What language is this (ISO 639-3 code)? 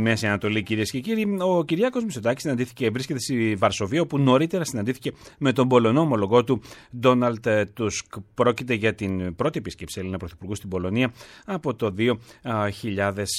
ell